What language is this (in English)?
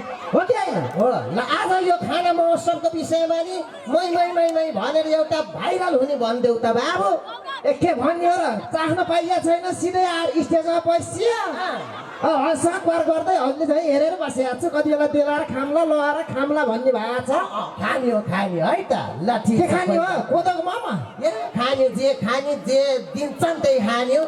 Nepali